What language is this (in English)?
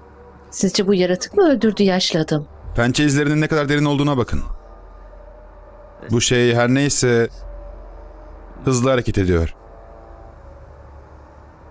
Turkish